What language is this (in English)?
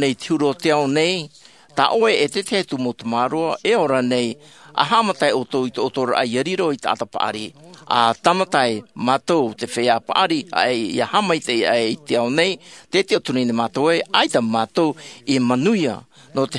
Tahitian